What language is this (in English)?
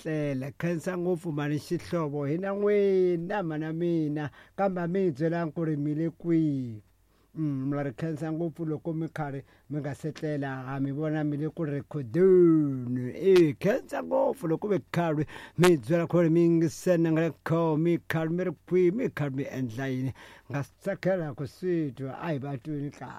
Tsonga